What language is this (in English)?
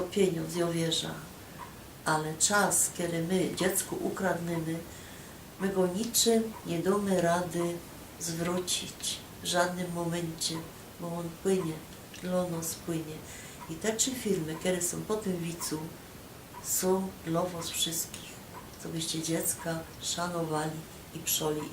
Silesian